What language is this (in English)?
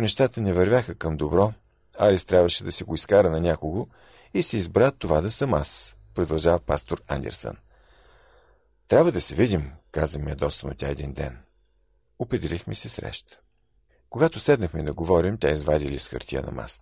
Bulgarian